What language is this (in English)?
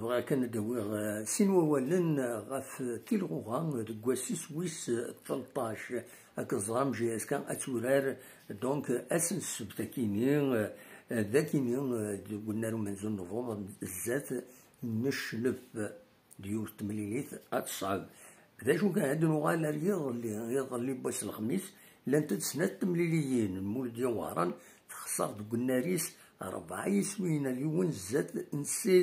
Kabyle